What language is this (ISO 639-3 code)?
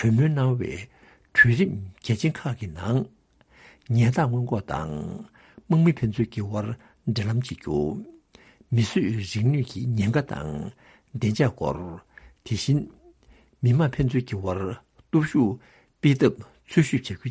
bod